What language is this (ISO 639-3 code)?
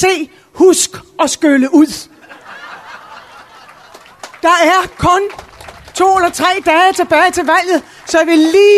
dan